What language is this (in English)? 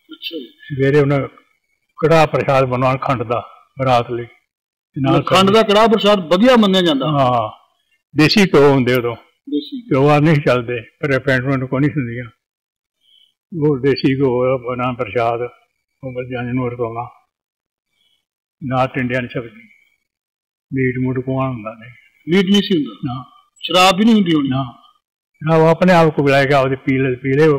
Punjabi